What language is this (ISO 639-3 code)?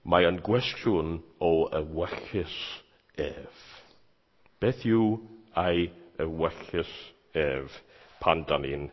cym